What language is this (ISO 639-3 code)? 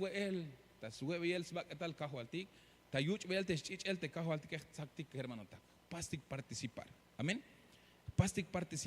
tzh